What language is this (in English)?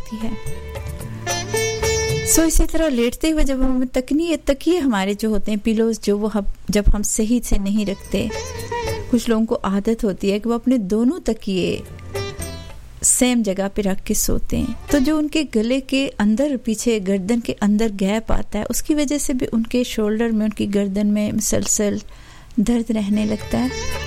Urdu